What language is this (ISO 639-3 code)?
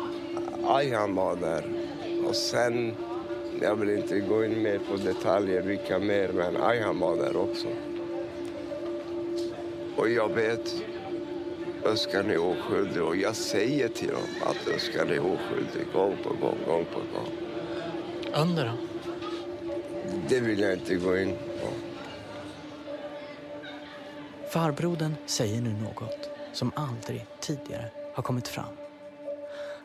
swe